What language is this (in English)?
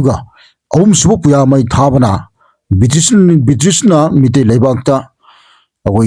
Manipuri